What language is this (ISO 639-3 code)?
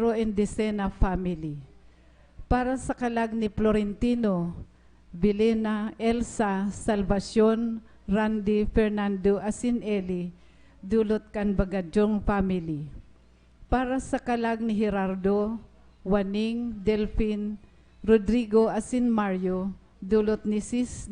bik